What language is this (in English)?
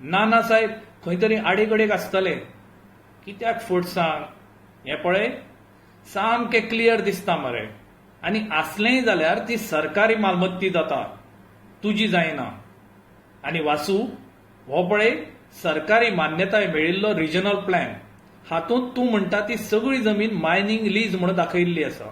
Konkani